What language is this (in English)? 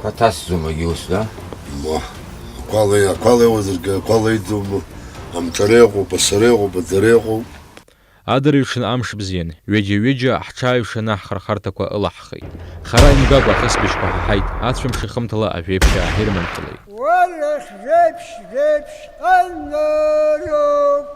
Abkhazian